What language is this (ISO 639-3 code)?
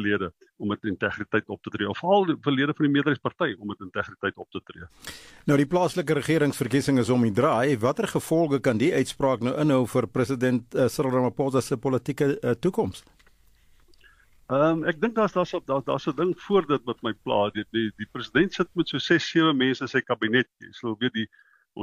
afr